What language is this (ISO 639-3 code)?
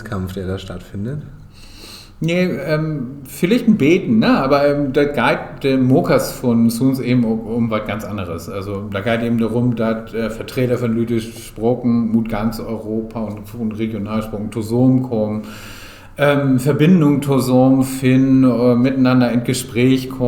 nds